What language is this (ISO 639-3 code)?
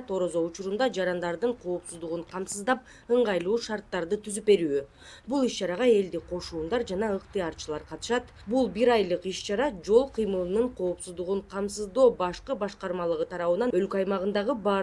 kir